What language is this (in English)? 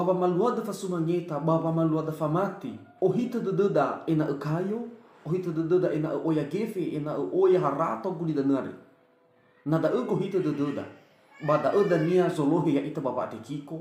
Nias